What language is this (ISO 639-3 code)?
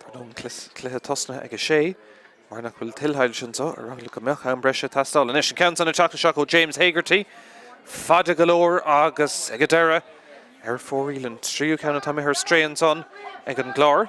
gle